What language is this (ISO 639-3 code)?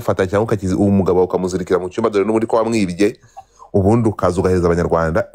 kin